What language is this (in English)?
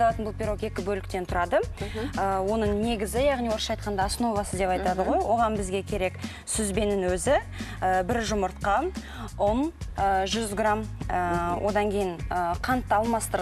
Kazakh